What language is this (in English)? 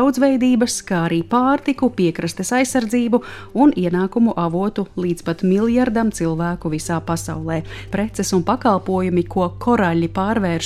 Latvian